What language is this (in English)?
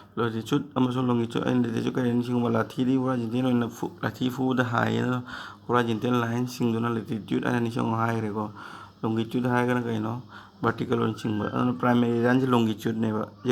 Manipuri